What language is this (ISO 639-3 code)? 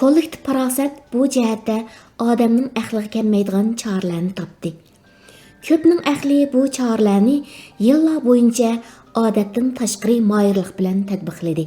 uig